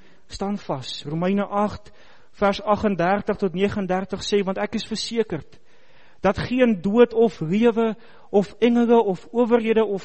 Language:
Afrikaans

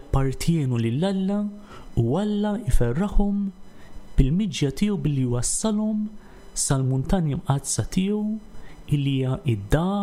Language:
Maltese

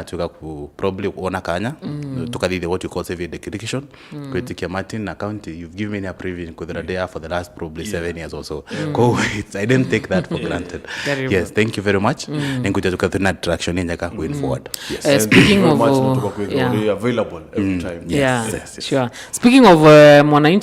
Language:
Meru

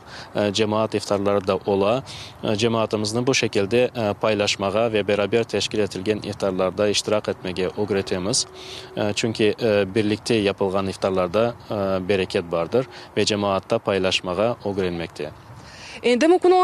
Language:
Crimean Tatar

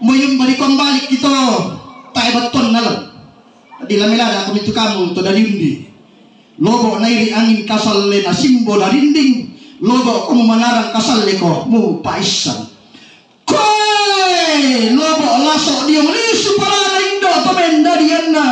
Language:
Toraja-Sa'dan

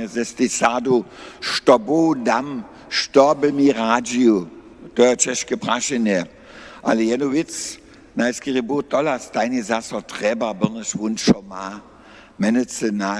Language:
Upper Sorbian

